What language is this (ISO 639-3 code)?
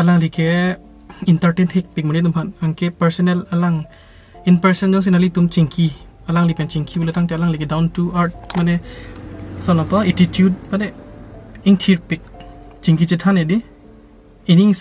mjw